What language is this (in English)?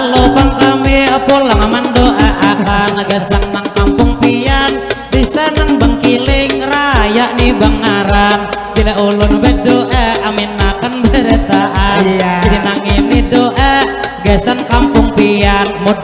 Banjar